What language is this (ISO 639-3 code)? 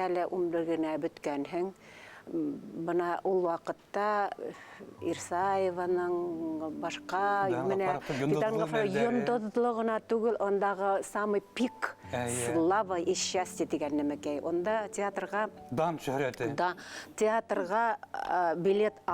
bak